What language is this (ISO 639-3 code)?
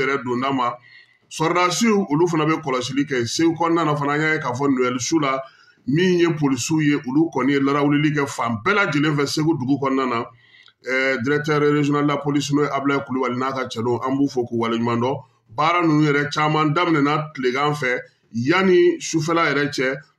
bam